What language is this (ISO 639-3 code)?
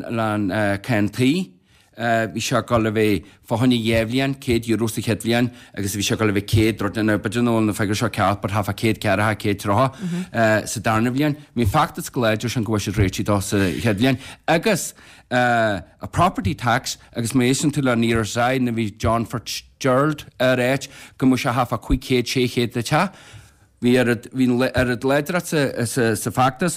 gle